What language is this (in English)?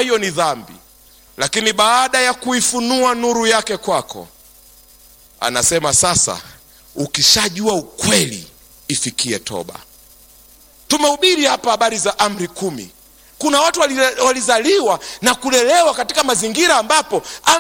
Swahili